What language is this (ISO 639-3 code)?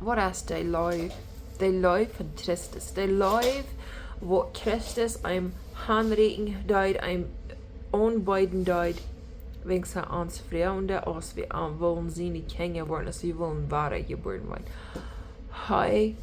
pdt